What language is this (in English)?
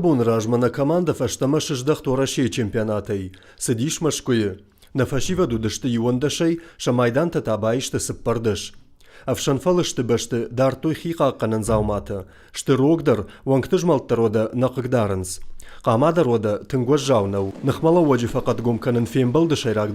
Ossetic